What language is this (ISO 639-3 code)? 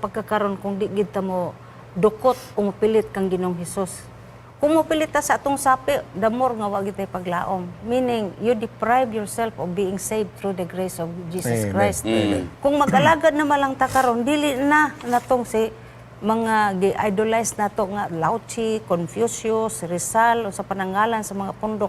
ceb